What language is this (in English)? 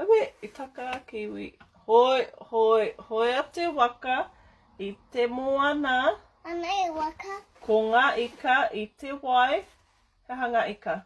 Māori